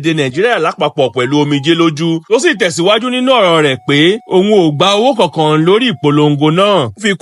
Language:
Yoruba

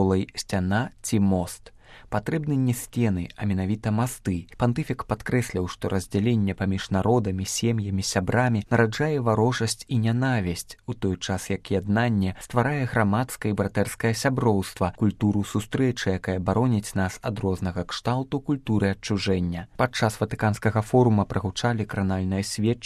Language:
Belarusian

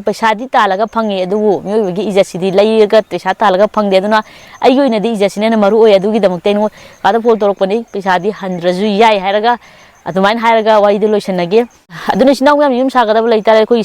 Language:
Manipuri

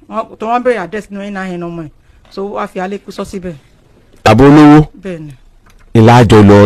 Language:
Yoruba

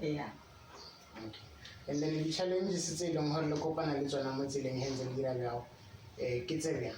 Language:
Tswana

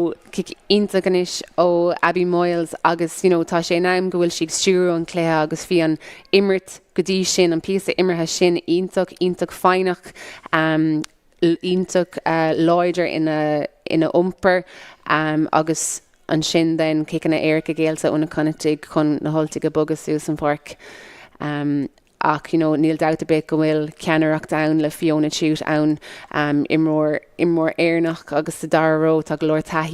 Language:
Irish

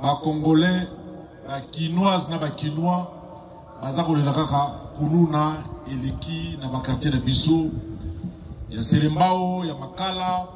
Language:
Lingala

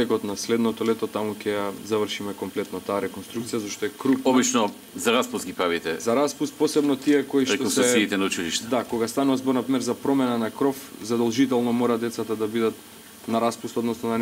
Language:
Macedonian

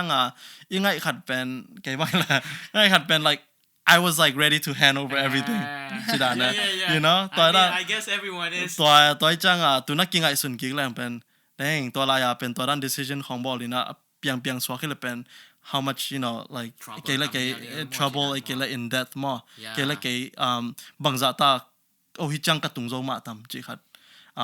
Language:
Tedim Chin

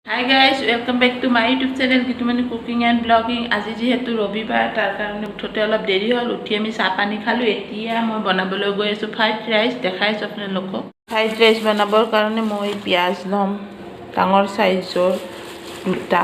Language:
Assamese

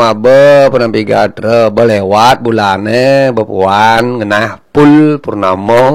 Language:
Balinese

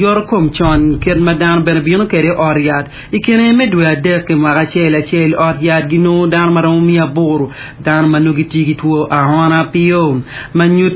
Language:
Acoli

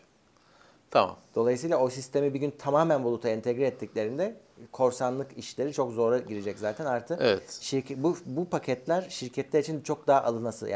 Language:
Turkish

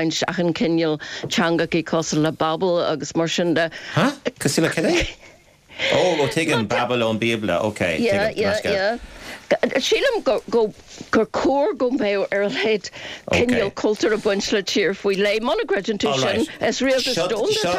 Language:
Irish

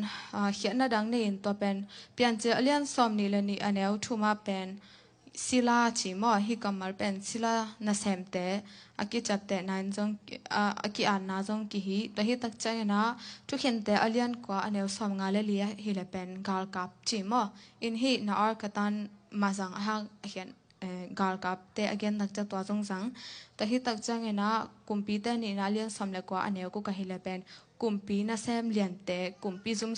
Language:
Tedim Chin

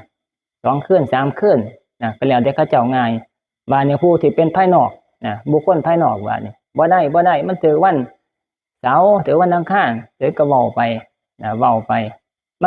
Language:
Northeastern Thai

